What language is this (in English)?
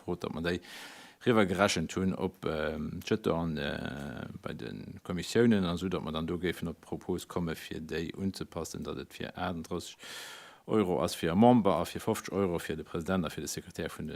Luxembourgish